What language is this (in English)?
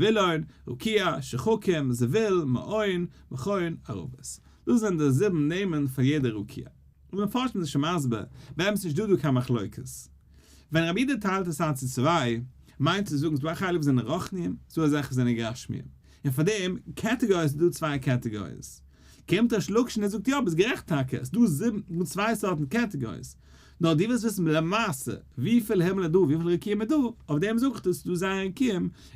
Yiddish